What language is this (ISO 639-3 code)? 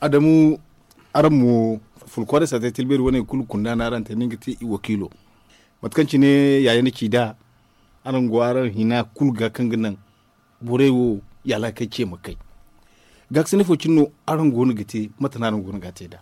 dje